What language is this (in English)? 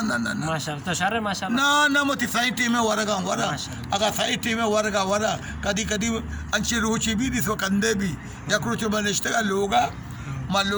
Baluchi